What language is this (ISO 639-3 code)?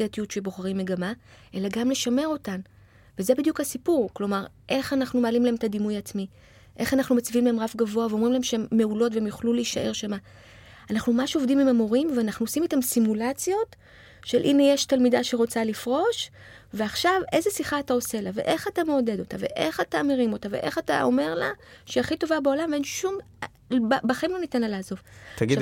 heb